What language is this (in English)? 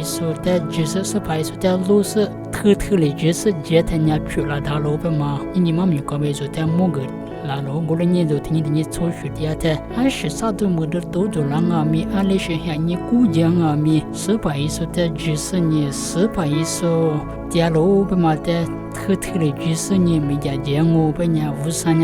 Lisu